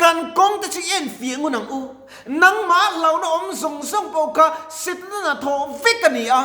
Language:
Mizo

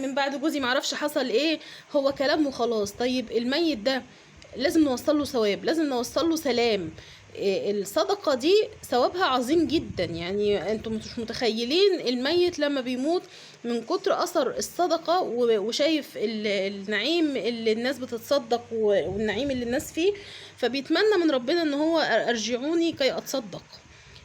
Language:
Egyptian Arabic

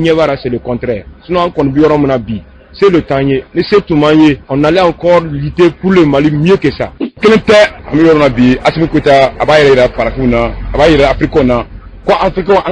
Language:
Bambara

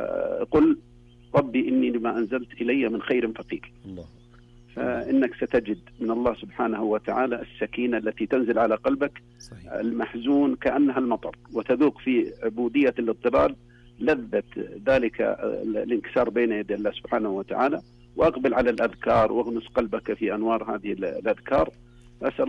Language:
Arabic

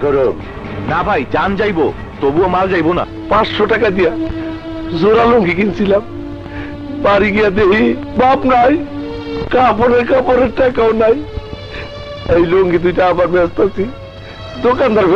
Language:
Bangla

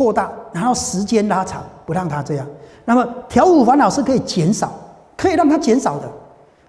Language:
Chinese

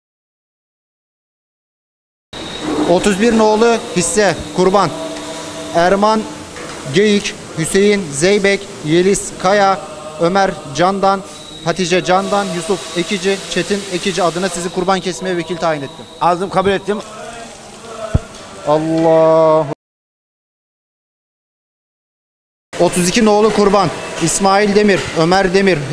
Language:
Turkish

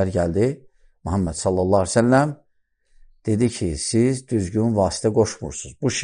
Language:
Azerbaijani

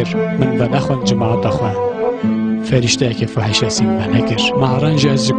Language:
Kurdish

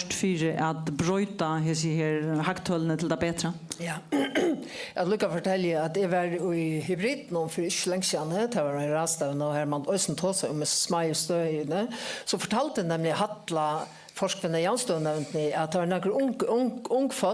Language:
Faroese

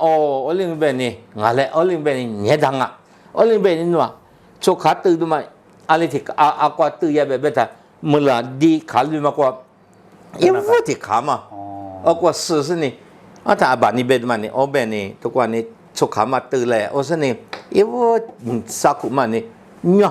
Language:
Lisu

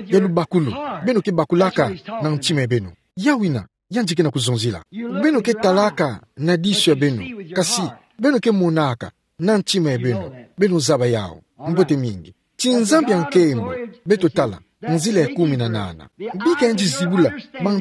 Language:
Kituba (Democratic Republic of Congo)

